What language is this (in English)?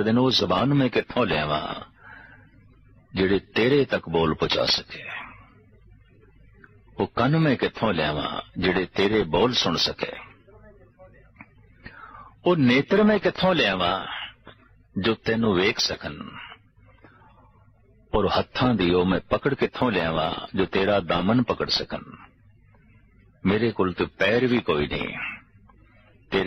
Punjabi